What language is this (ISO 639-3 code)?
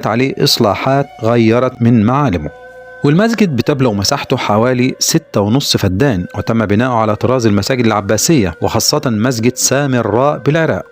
arz